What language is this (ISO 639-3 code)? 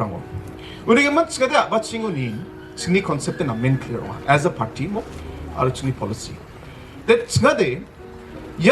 grt